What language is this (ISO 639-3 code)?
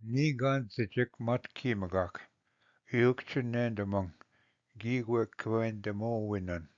oji